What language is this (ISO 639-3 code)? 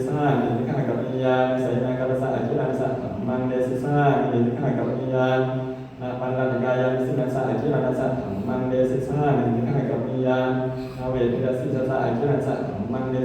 pli